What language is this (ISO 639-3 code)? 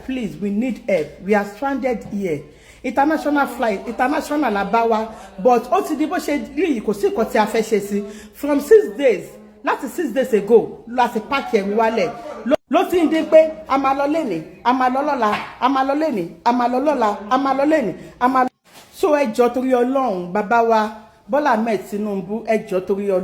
yor